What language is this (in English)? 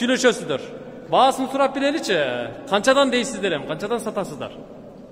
Kyrgyz